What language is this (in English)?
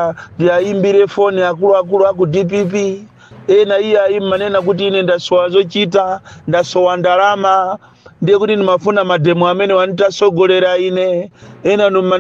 Nyanja